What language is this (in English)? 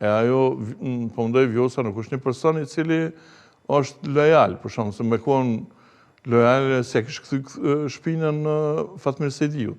Albanian